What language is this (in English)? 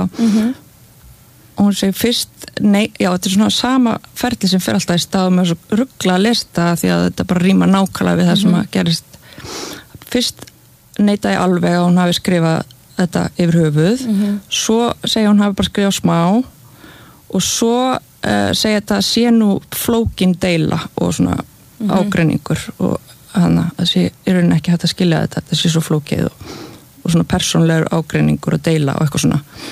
Icelandic